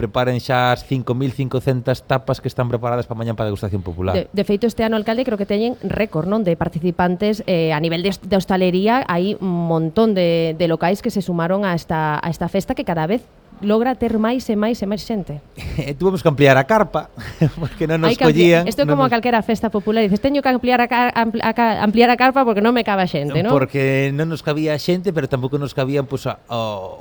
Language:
Galician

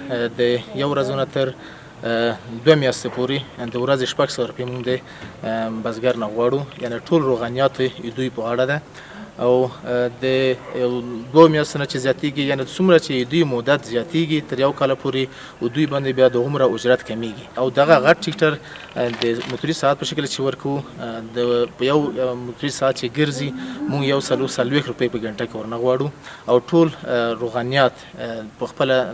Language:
Pashto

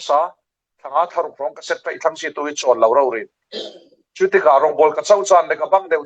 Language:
Falam Chin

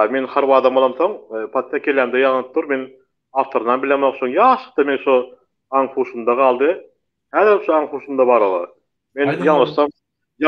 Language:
Turkmen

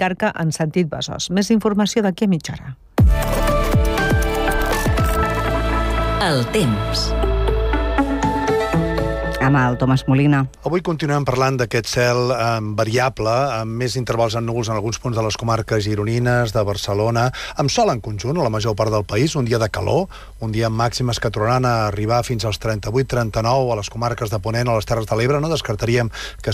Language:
Catalan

